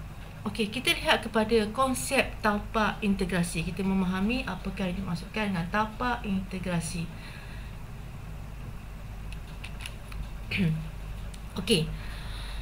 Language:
Malay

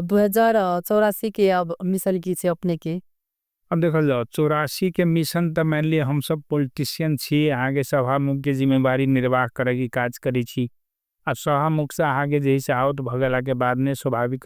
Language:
Maithili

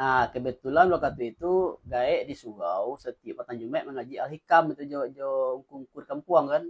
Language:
Minangkabau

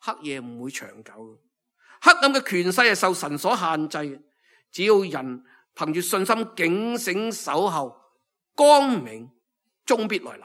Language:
Cantonese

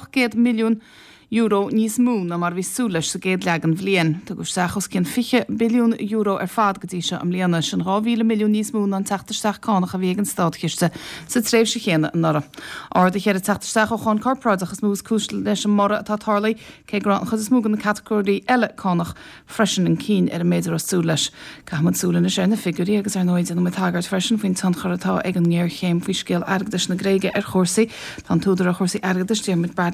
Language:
Irish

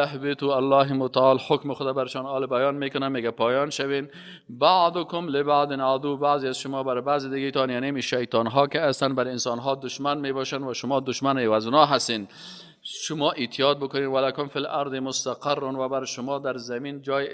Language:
Persian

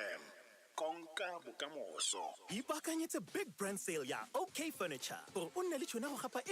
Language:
Tswana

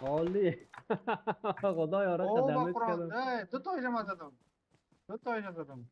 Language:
Persian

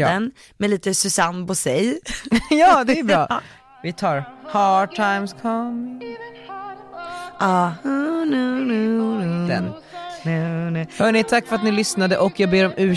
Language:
Swedish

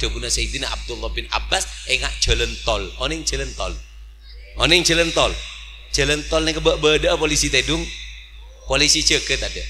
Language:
Madurese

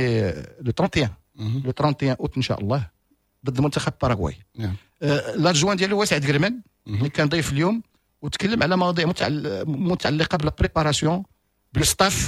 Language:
Moroccan Arabic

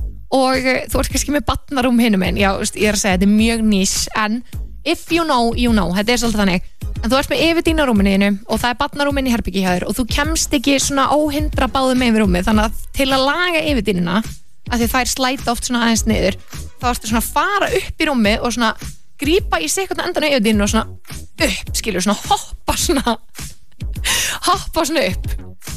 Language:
Icelandic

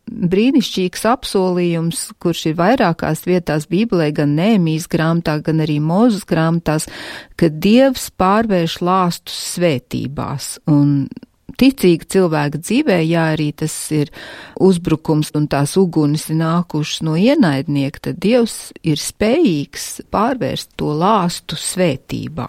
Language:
Latvian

